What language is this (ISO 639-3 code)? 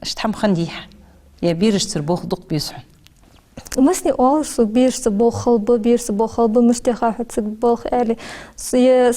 inh